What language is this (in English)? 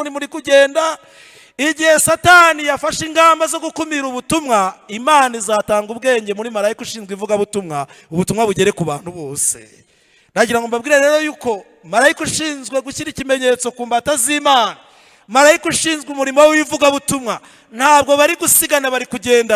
Kinyarwanda